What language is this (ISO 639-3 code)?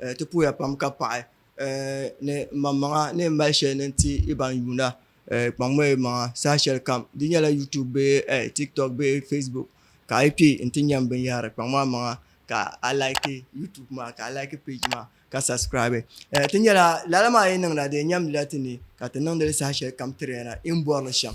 dag